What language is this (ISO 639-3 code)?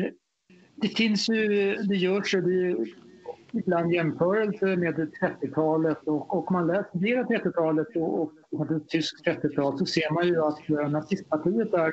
swe